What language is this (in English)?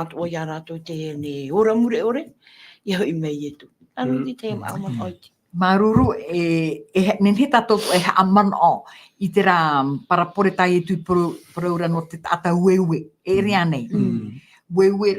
Tahitian